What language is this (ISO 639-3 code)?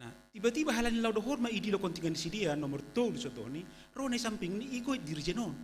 bts